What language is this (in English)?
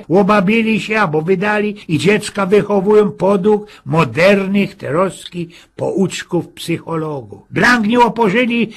Silesian